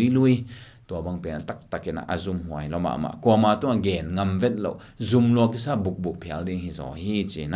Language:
Tedim Chin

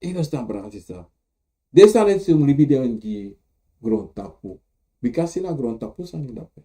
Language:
Sranan Tongo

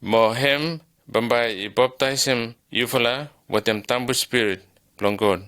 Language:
Bislama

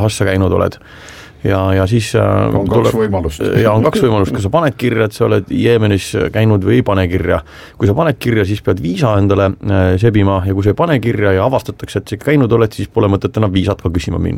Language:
Estonian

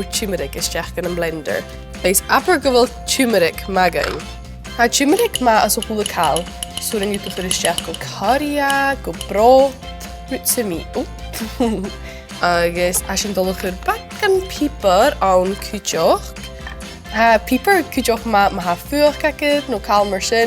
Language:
Scottish Gaelic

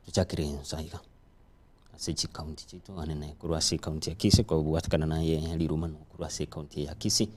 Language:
Gusii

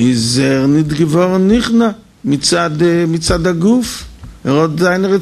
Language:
Yiddish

